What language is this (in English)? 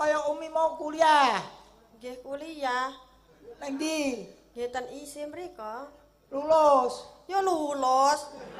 Javanese